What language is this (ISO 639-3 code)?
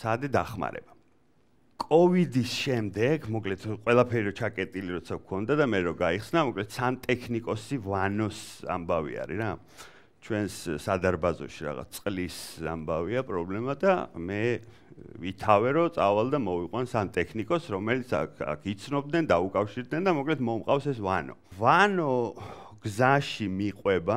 kat